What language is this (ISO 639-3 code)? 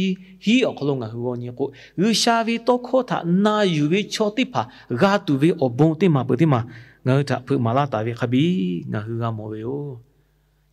lhu